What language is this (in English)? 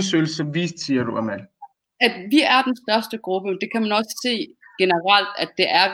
Danish